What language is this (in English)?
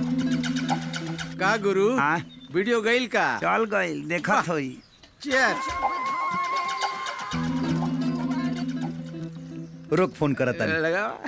Bhojpuri